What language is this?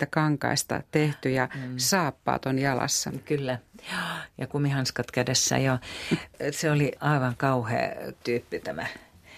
Finnish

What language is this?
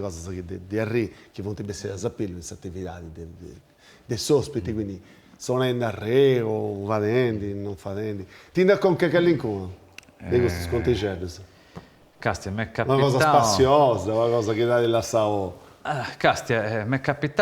Sardinian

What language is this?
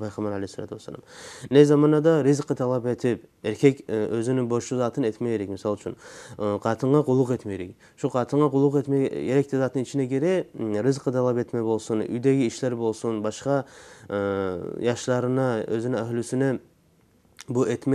Kumyk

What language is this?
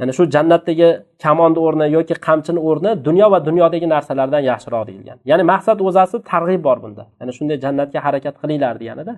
Uzbek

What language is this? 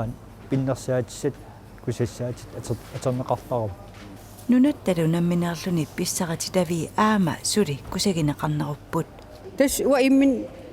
Kalaallisut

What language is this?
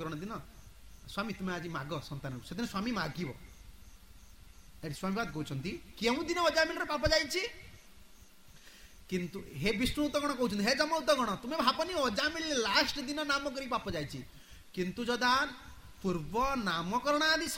Odia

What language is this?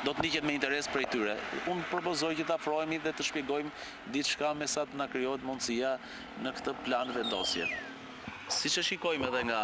Albanian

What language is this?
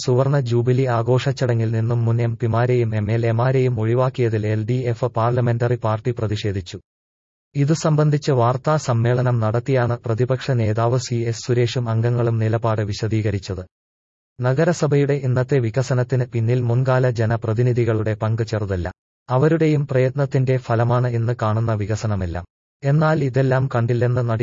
Malayalam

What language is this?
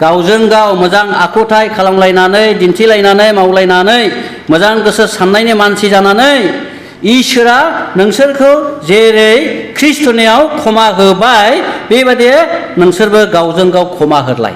Bodo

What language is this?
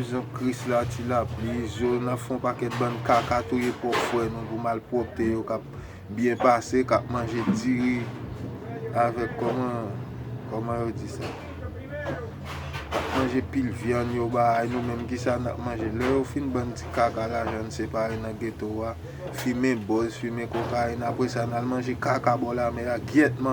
Haitian Creole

